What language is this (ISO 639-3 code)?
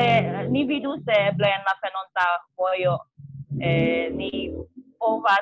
epo